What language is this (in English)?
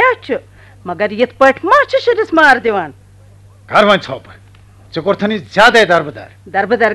Kashmiri